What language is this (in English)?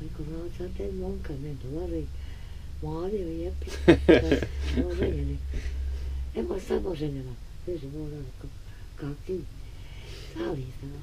Bosnian